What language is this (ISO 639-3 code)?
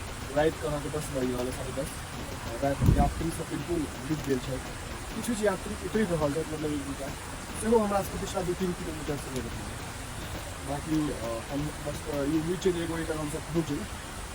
mai